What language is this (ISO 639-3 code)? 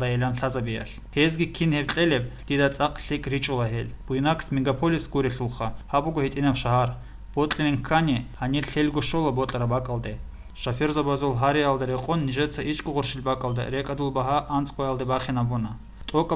ava